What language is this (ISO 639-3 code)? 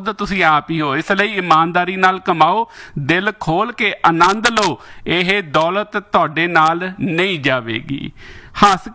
pan